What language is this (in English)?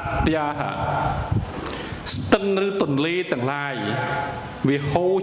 Khmer